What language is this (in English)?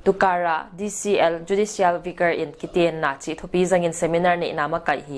Paite Chin